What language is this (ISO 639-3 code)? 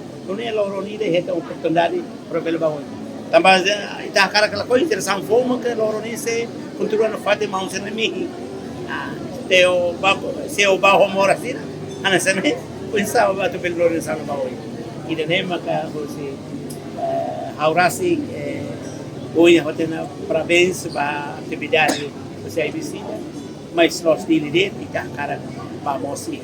tet